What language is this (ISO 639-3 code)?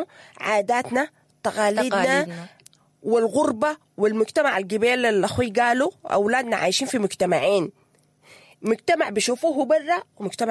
apd